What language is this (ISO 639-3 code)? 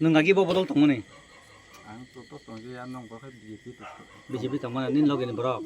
trp